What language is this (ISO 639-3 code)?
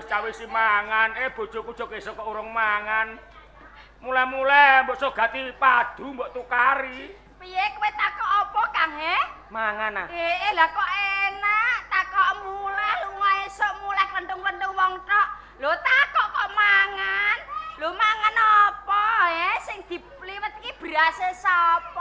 jav